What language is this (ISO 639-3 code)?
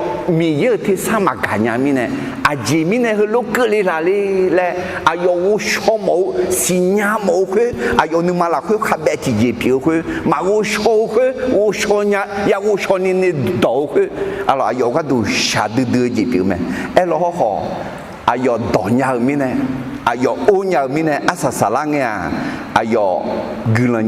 ahk